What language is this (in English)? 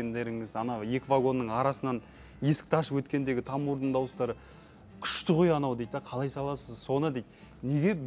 Kazakh